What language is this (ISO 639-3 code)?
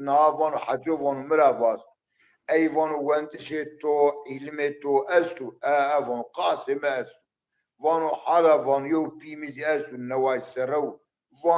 zza